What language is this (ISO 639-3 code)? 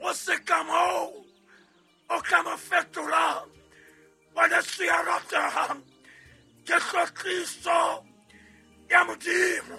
sot